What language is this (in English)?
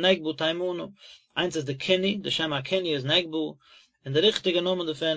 Yiddish